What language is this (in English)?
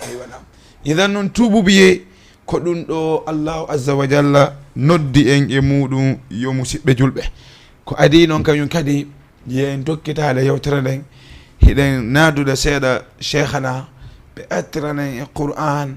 Fula